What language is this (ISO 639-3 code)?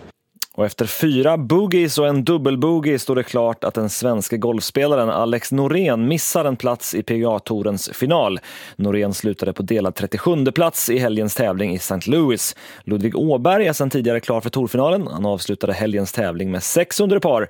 swe